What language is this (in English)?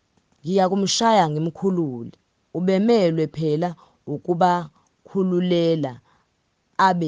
Zulu